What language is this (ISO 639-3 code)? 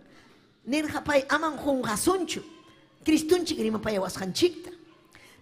quy